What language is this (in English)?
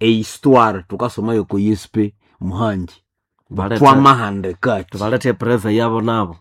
Nande